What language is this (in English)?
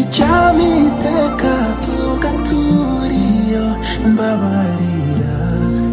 Kinyarwanda